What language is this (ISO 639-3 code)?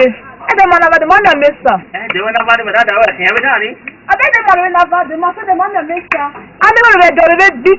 ish